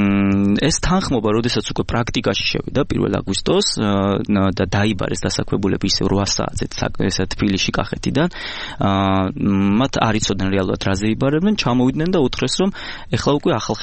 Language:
Georgian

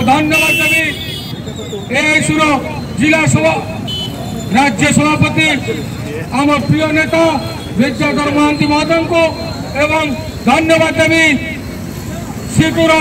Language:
Odia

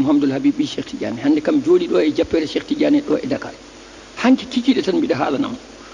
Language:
Fula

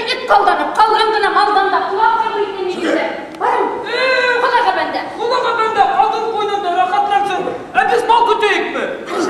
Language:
Bashkir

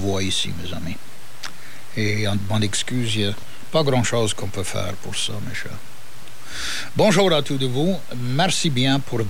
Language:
Cajun French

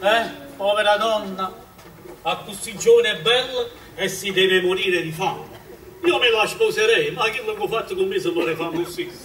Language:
Neapolitan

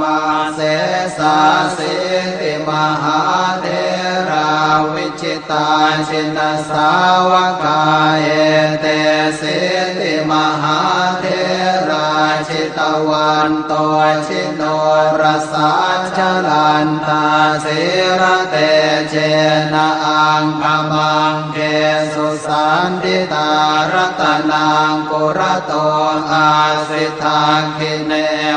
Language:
Pali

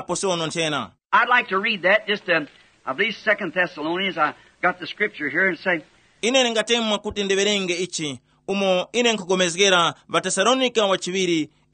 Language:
Tumbuka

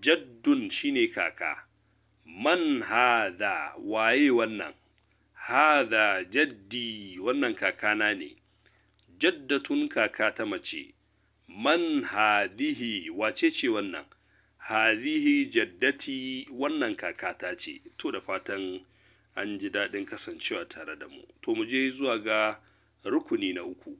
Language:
Hausa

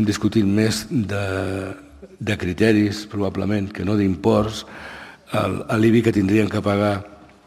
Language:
Catalan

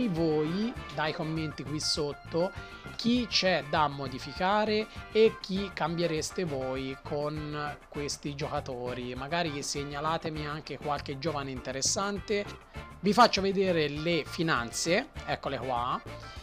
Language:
Italian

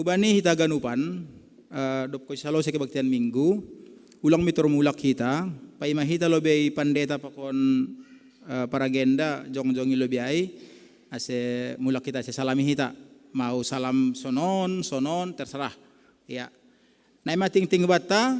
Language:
Batak Simalungun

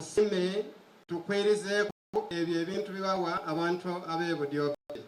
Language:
Soga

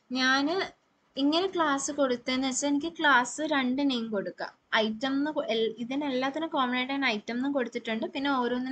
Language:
Malayalam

